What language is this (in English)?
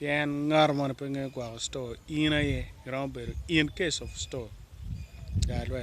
Acoli